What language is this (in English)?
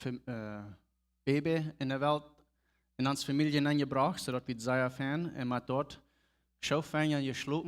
Plautdietsch